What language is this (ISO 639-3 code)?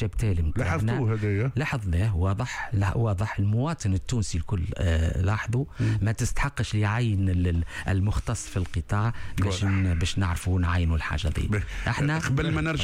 aeb